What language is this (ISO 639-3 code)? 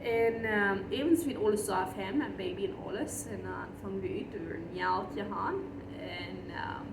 pdt